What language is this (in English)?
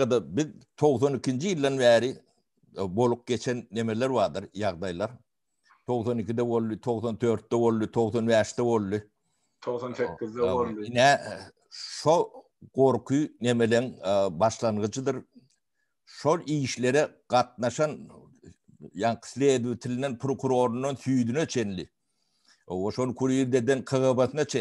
Turkmen